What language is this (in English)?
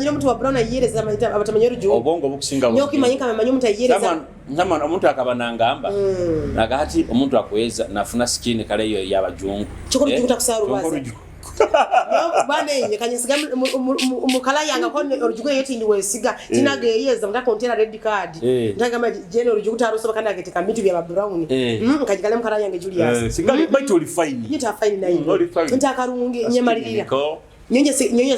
Nyoro